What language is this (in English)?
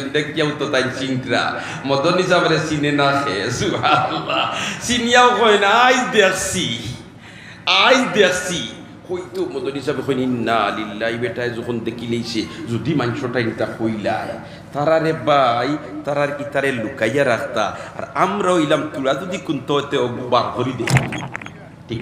Sylheti